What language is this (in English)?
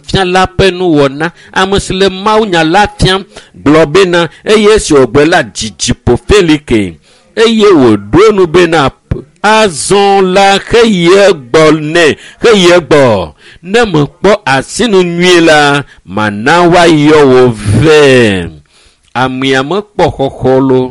Ewe